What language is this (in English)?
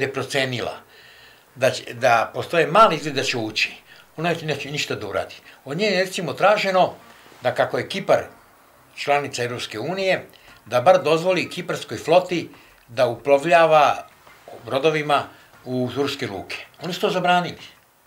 Serbian